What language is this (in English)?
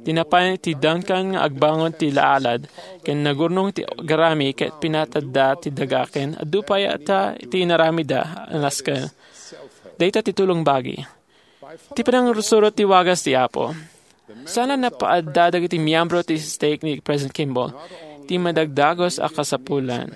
Iloko